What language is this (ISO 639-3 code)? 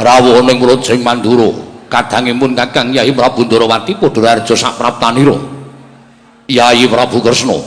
jav